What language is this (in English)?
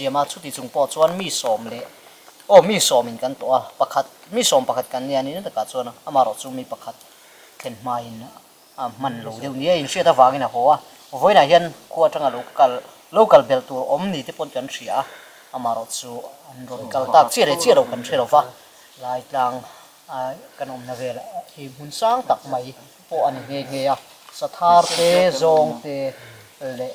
Mizo